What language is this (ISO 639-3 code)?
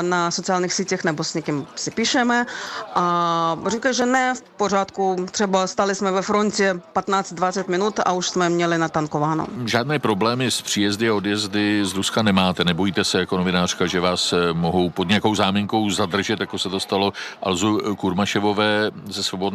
ces